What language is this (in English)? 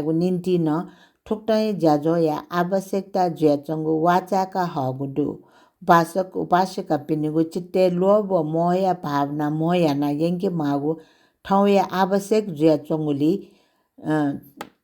Newari